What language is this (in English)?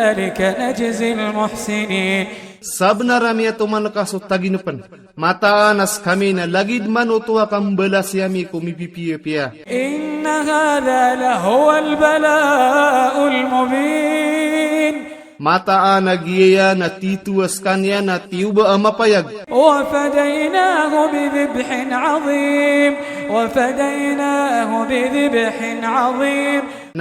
Maranao